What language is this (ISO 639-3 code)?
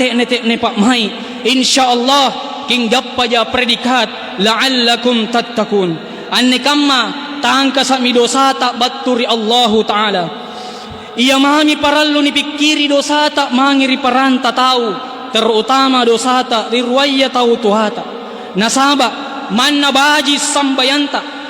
mak